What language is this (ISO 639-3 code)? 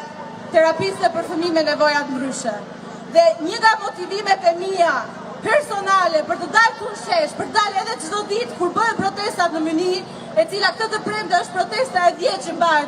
sqi